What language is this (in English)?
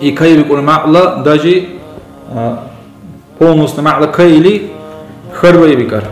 Dargwa